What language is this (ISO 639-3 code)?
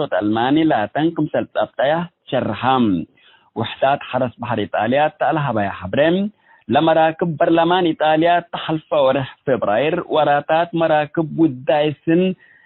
tig